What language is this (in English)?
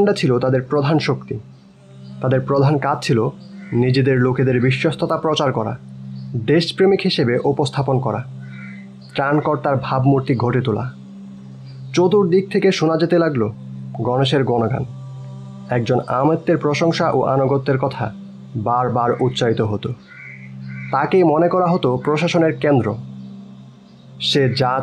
Bangla